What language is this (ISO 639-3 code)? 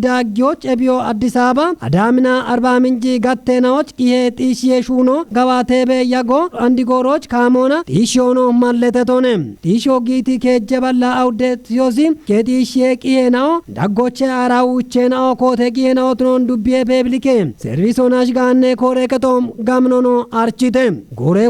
kbr